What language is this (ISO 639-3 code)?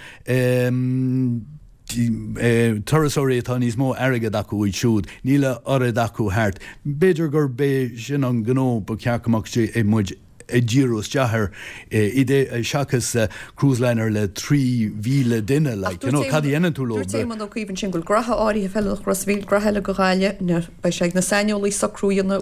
gle